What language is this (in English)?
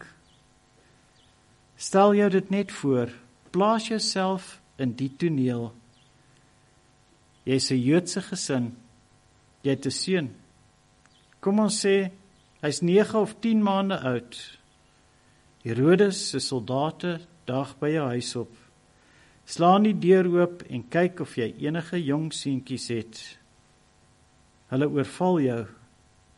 Afrikaans